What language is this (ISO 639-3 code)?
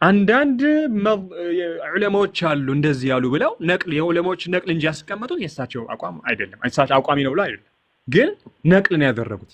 amh